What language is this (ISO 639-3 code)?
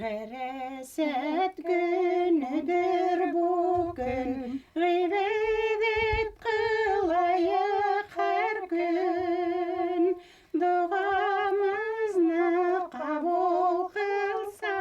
bak